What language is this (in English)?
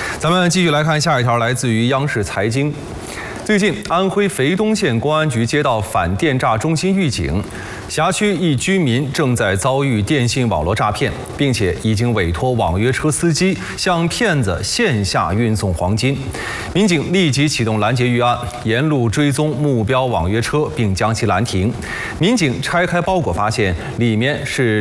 Chinese